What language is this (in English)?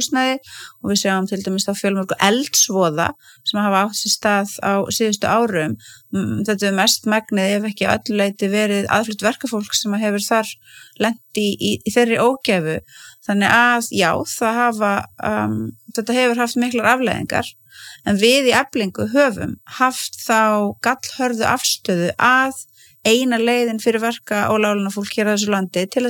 Icelandic